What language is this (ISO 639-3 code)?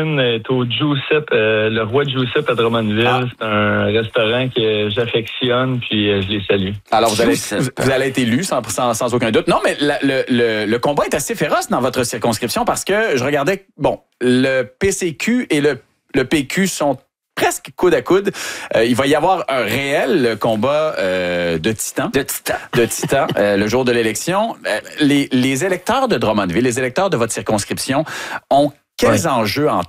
fra